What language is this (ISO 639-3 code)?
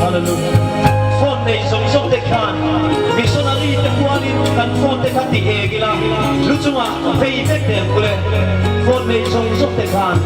hmr